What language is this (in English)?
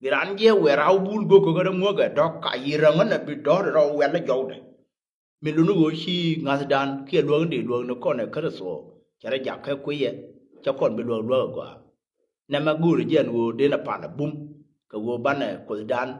Nuer